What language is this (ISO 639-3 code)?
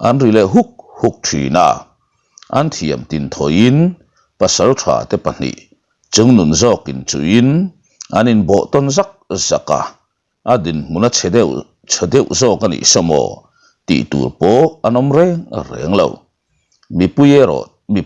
lus